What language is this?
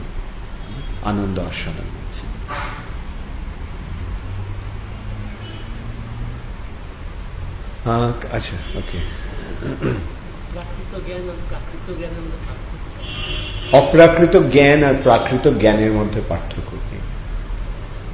Bangla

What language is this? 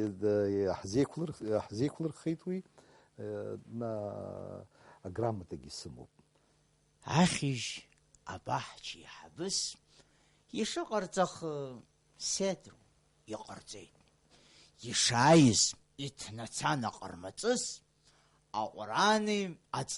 Abkhazian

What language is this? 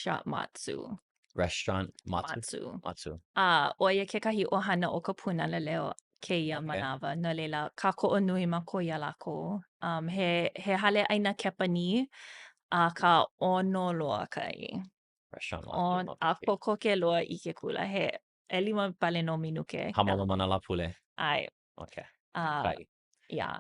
Hawaiian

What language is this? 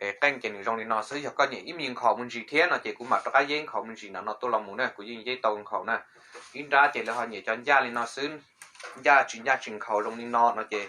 Hmong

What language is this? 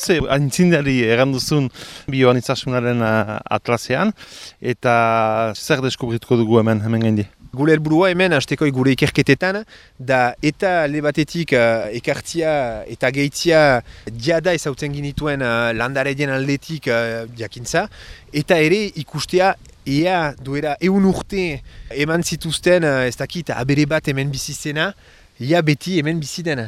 Basque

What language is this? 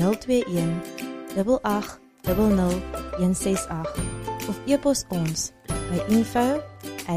Afrikaans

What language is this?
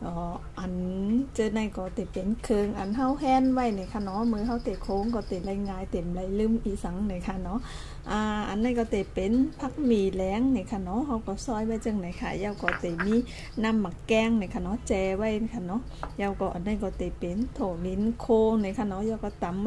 Shan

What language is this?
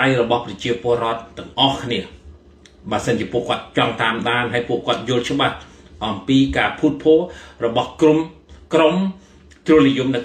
Khmer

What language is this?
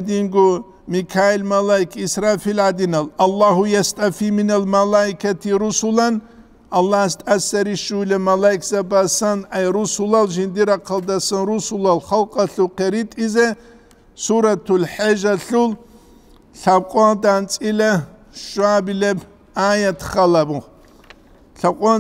Avaric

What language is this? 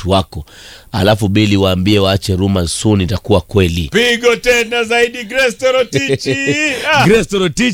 Swahili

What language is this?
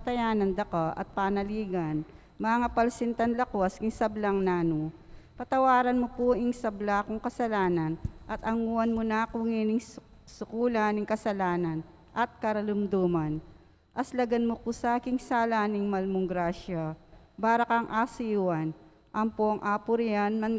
Pampanga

